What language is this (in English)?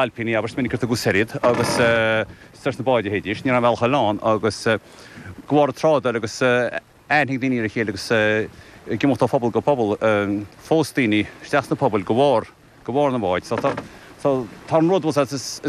Irish